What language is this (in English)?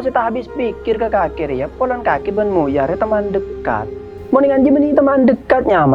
Madurese